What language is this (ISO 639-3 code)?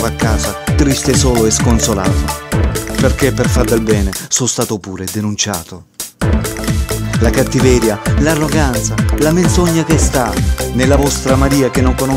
ita